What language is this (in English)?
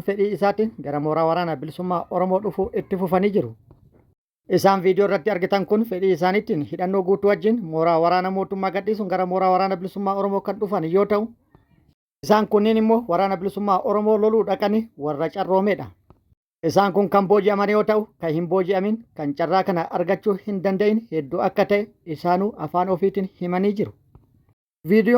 Oromo